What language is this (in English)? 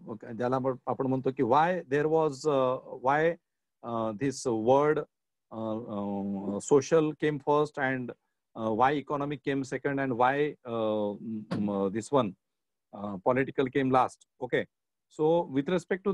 Marathi